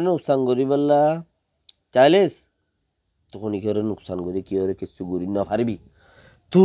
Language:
Rohingya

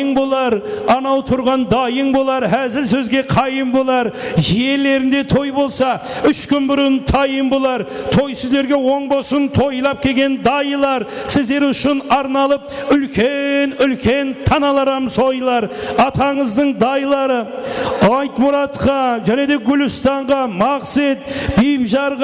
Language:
Kara-Kalpak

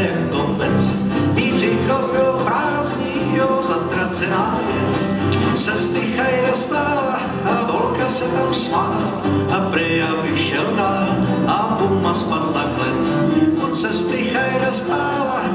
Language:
Czech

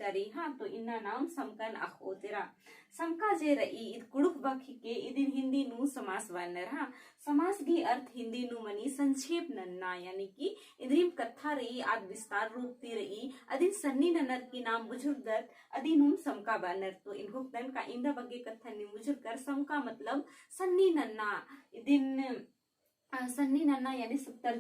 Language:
Kurukh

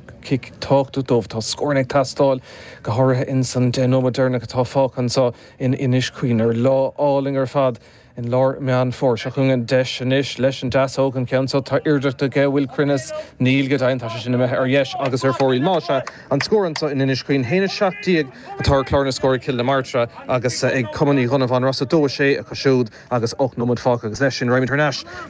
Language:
Irish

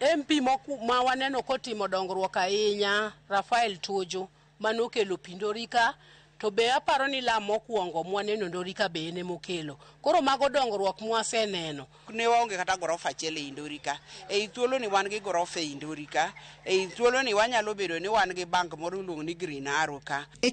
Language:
Luo (Kenya and Tanzania)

